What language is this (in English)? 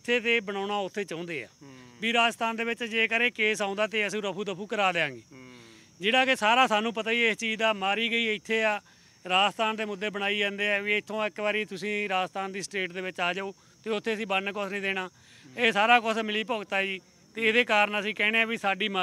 Punjabi